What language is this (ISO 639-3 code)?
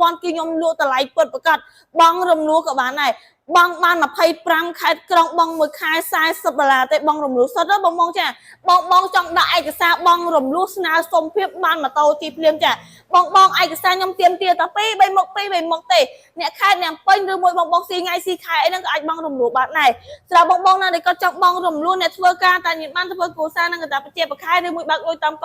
khm